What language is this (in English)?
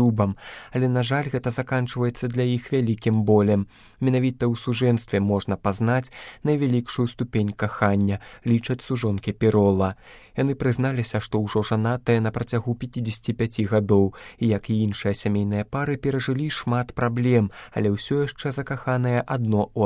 Belarusian